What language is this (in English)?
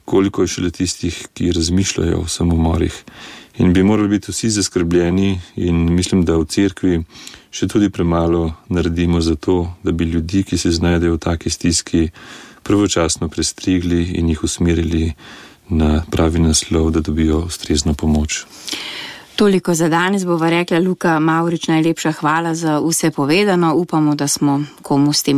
Slovenian